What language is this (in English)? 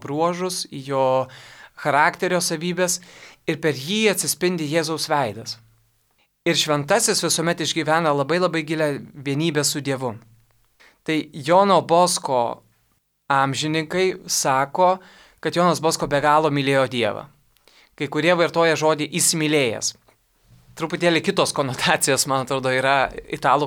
Lithuanian